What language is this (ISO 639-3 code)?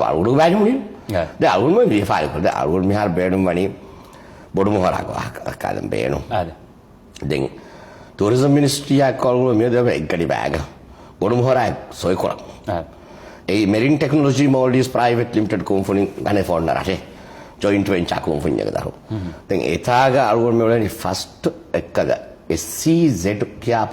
div